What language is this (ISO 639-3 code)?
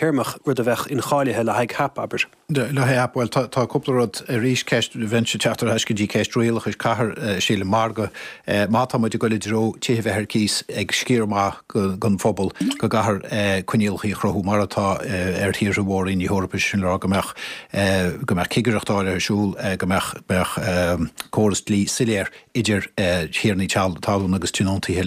gle